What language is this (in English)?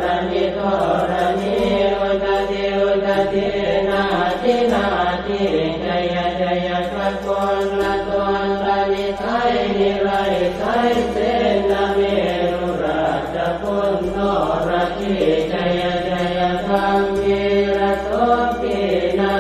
Pali